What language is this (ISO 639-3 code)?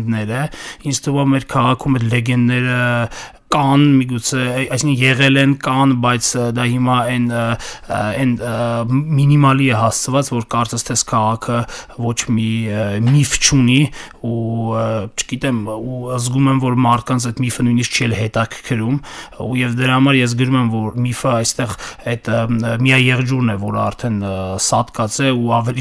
hye